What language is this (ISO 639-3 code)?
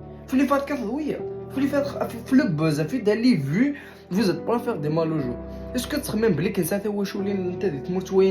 kab